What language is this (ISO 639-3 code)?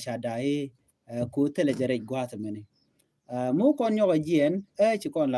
nus